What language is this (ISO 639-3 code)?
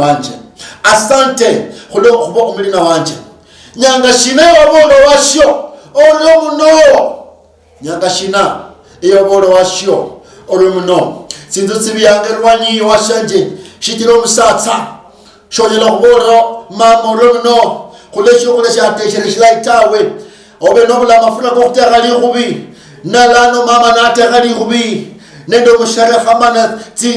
luy